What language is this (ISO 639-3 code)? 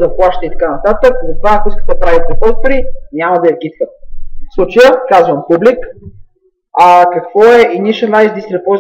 bul